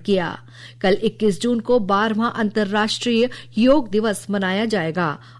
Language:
Hindi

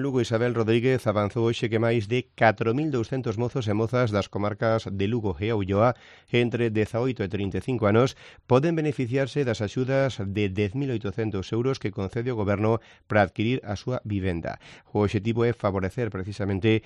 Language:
Galician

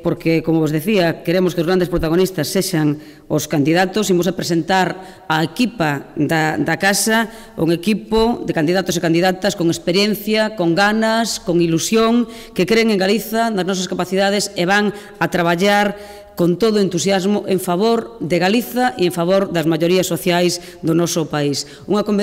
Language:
Galician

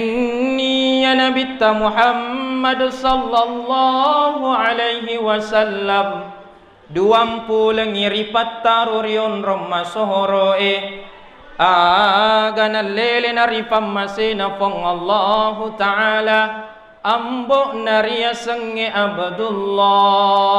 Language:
Buginese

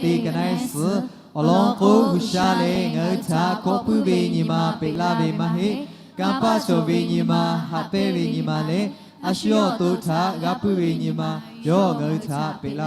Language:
Lahu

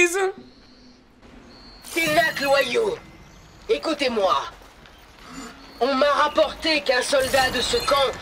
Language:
French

